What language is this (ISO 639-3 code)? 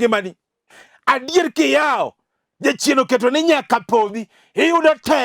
luo